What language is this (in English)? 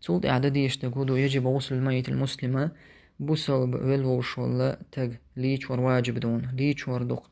Chechen